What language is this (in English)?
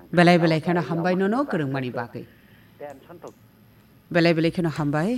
Kok Borok